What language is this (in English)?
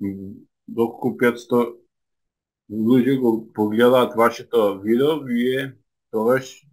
Macedonian